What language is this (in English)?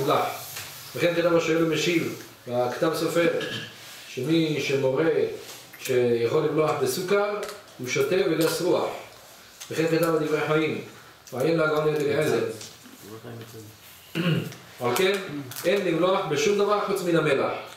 Hebrew